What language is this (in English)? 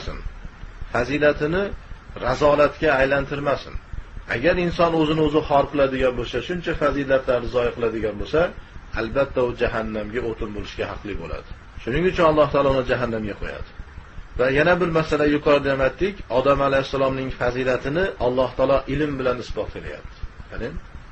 Uzbek